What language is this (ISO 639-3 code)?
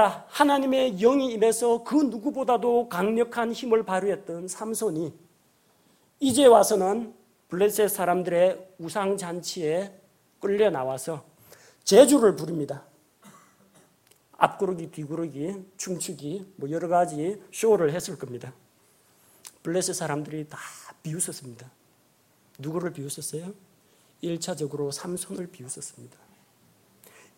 kor